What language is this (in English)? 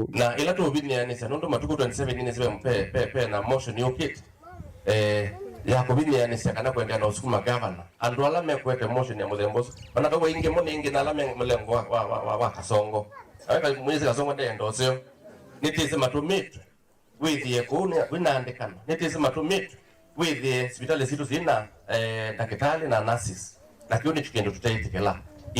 Kamba